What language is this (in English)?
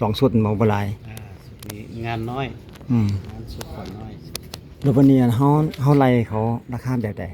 Lao